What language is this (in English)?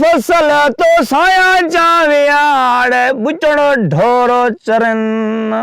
Saraiki